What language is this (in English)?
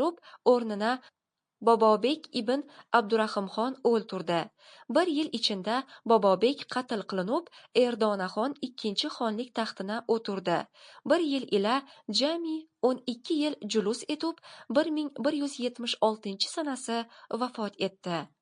Uzbek